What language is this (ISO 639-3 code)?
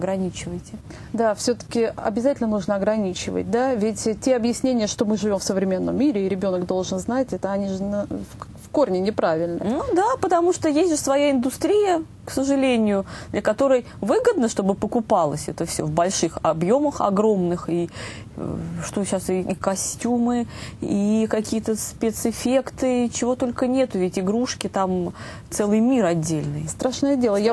rus